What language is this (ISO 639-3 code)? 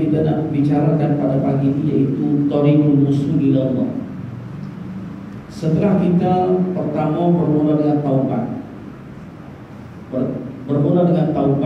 msa